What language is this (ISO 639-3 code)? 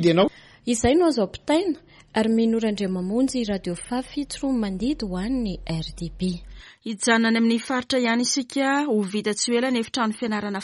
mlg